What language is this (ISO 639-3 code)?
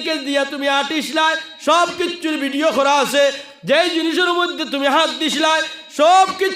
syl